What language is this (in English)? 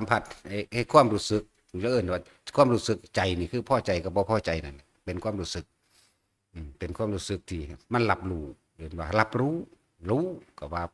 Northeastern Thai